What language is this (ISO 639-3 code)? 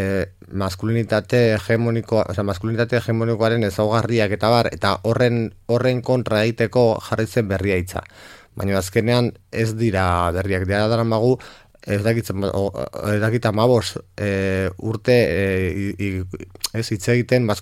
eus